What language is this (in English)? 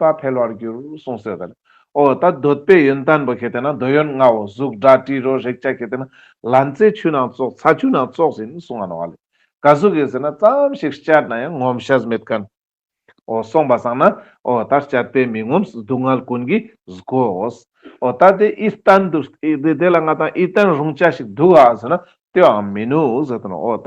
Ladakhi